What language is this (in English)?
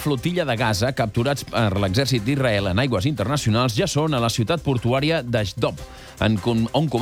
Catalan